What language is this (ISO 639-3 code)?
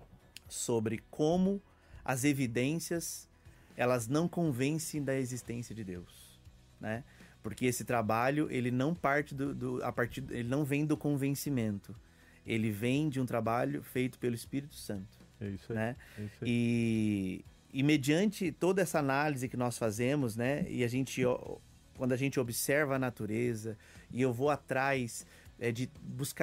por